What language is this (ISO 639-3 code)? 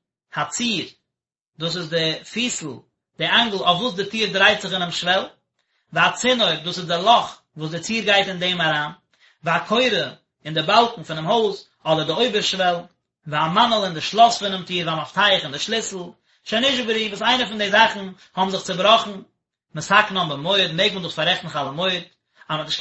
yid